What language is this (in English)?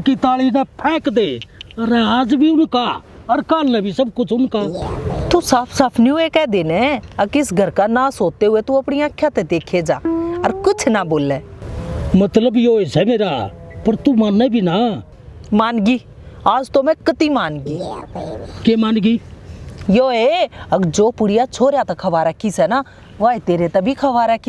Haryanvi